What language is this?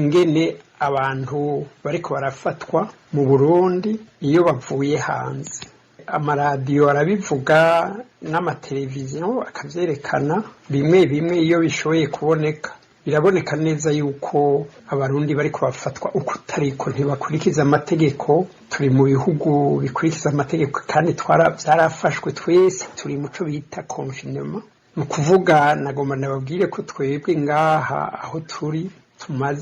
Rundi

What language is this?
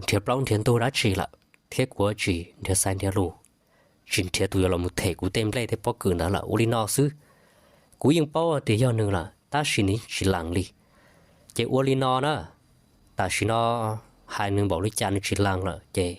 Hmong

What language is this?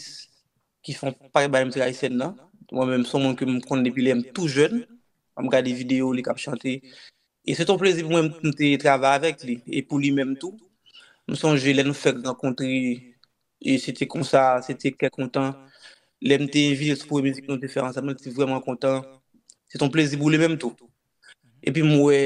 Haitian Creole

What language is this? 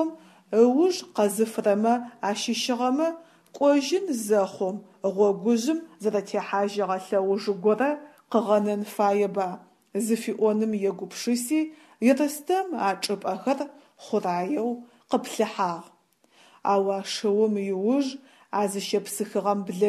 Adyghe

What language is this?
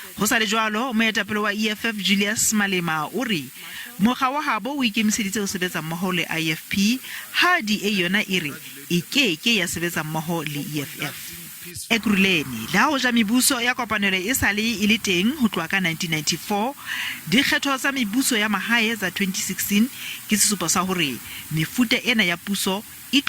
Southern Sotho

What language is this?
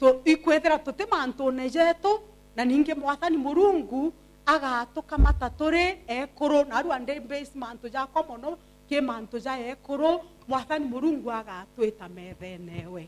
Meru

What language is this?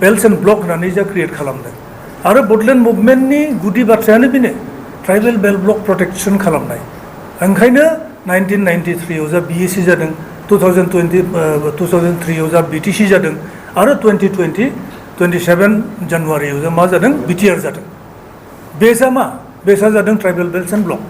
Bodo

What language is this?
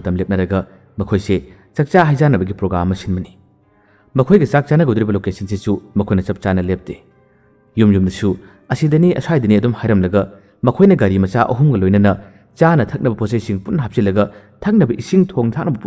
Manipuri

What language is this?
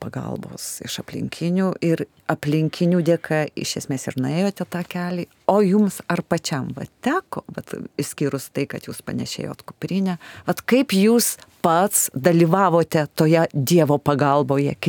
Lithuanian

